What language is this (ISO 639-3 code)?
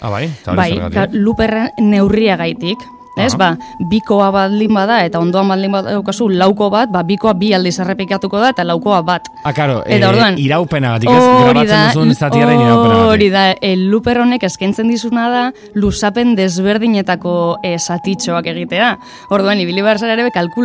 eus